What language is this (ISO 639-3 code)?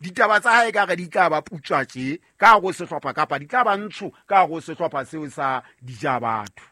sot